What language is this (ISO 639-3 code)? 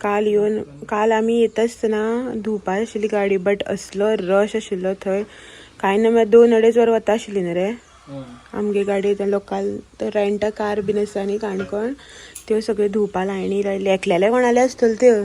kok